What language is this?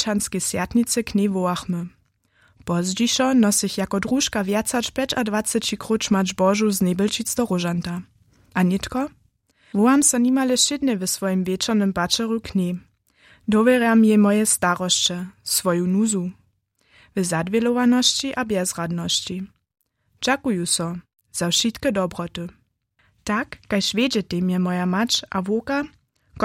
Upper Sorbian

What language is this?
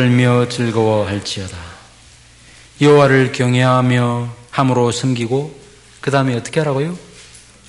Korean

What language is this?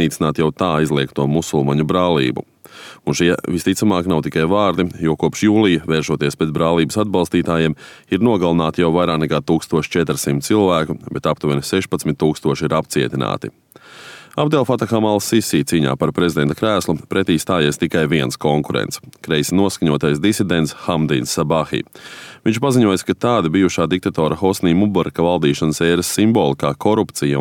Latvian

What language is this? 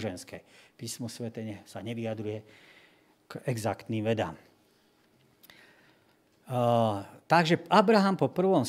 Slovak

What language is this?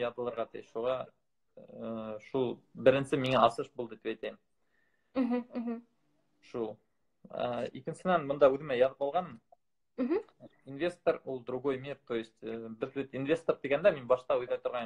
Bashkir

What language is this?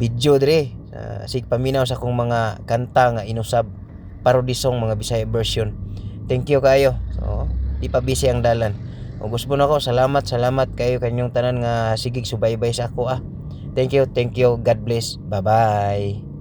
Cebuano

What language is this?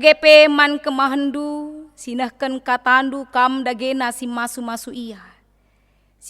Batak Karo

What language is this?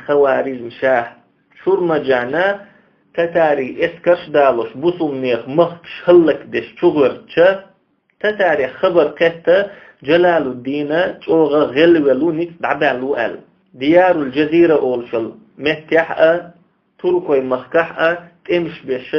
Chechen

